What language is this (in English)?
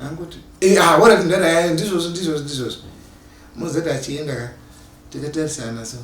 Shona